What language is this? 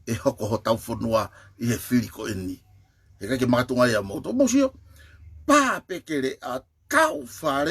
Tongan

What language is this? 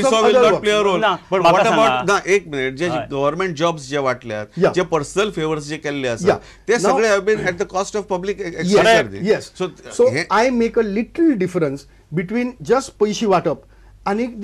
Konkani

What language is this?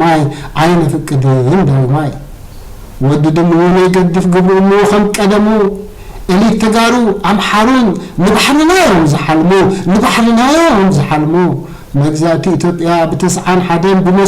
Tigrinya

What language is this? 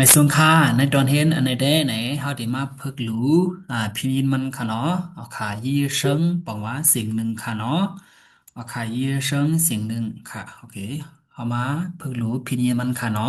Shan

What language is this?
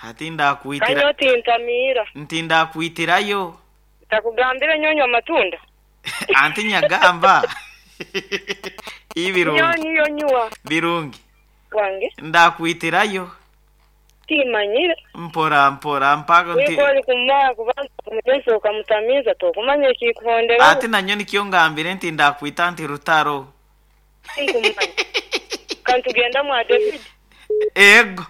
Nyoro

